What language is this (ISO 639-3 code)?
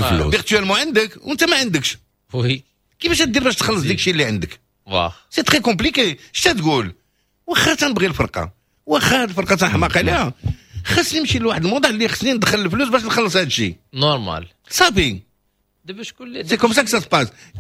ary